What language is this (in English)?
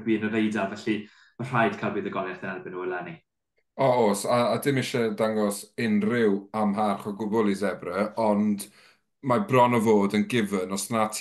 Welsh